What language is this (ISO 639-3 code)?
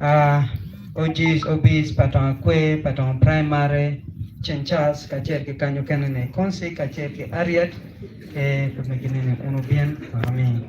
ach